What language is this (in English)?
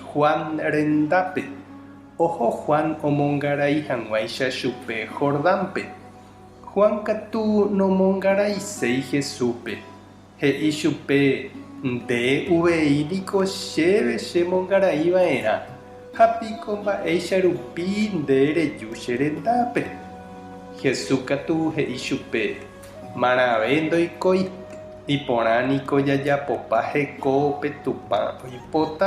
Guarani